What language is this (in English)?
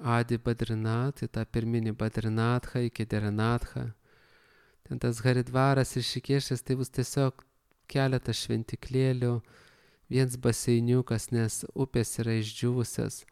Lithuanian